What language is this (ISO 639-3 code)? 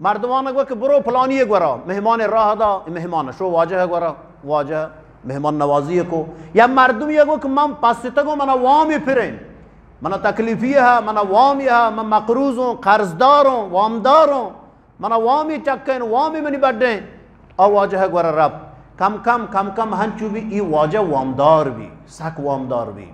bgp